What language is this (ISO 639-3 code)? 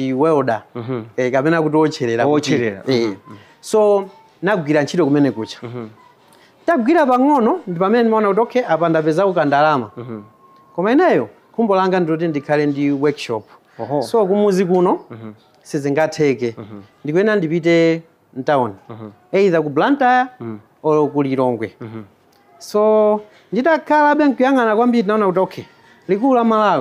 nya